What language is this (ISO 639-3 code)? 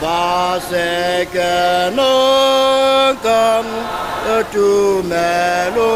sot